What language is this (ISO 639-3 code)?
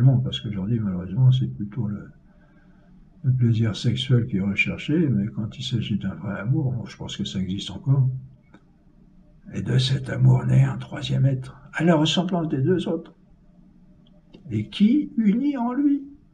fra